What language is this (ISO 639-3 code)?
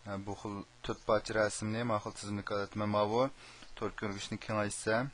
uig